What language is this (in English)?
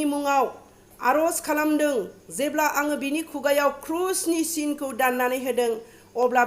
Bodo